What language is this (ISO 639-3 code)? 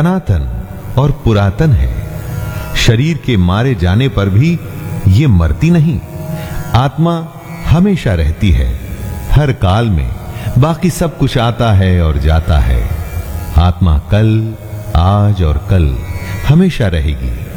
hin